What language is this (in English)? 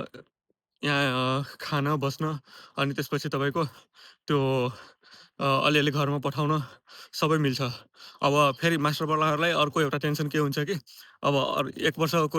Nepali